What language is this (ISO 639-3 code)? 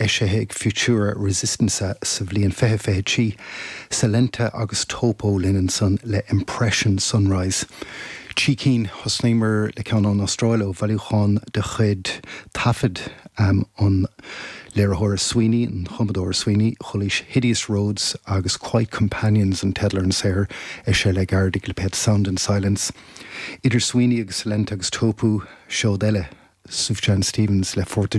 gle